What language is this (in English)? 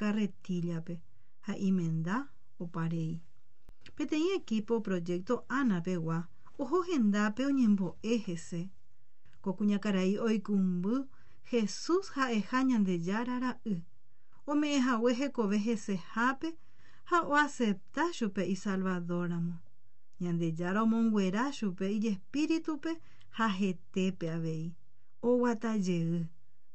Guarani